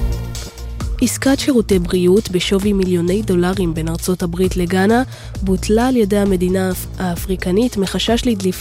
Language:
Hebrew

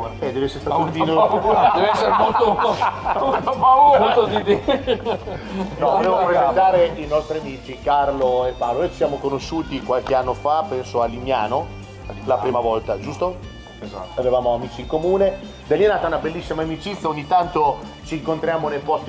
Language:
Italian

